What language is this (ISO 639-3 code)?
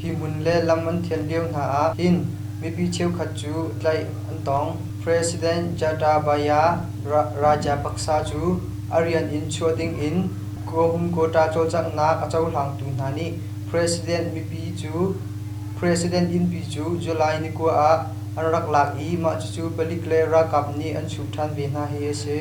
cnh